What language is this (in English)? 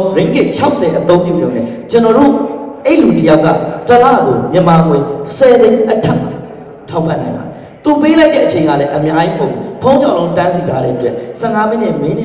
Burmese